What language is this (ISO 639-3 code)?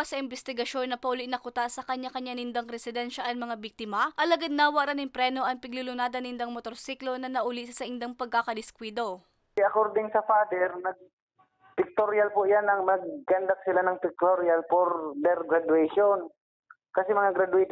bik